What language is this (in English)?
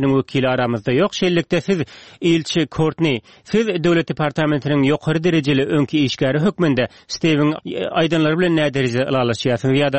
Turkmen